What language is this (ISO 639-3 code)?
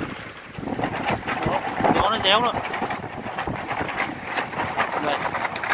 vie